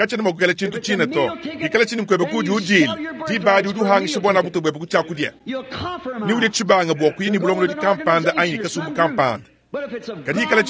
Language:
Luba-Lulua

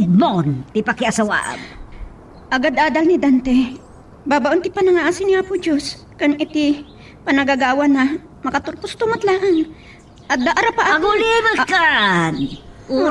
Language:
Iloko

